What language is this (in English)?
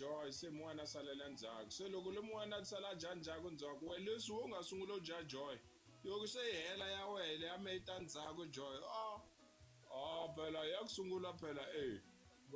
Tsonga